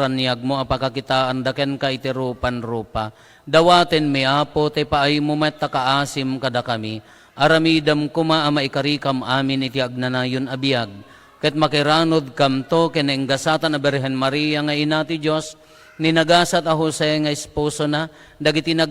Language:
Iloko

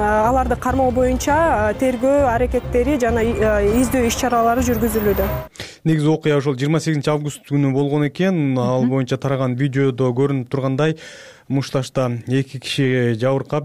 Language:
Kyrgyz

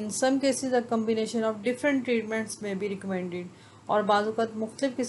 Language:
Urdu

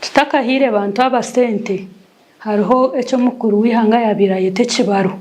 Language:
Nyankole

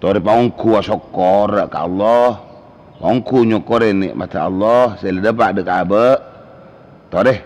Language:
Madurese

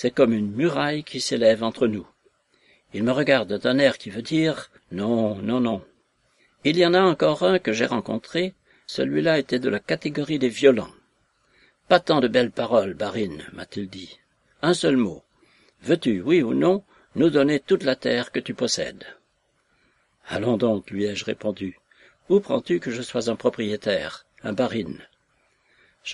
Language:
French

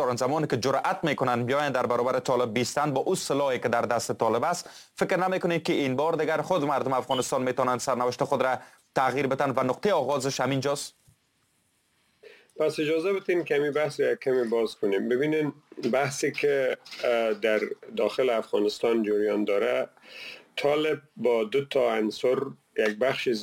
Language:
Persian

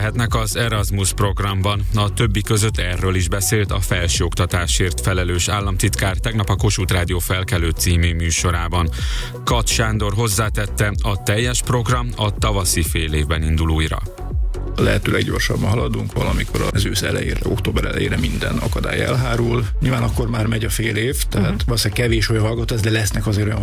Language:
Hungarian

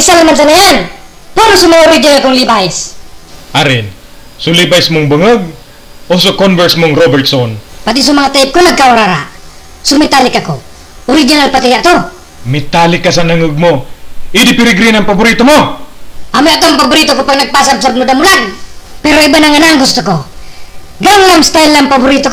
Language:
Bikol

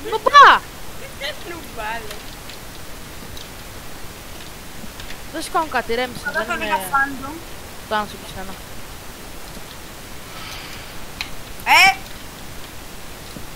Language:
Greek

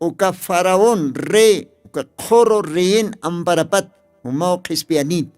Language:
Aymara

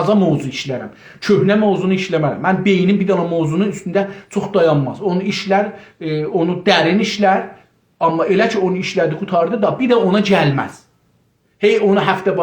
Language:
South Azerbaijani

